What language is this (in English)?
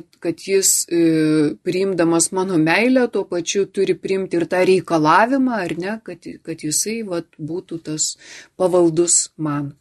Lithuanian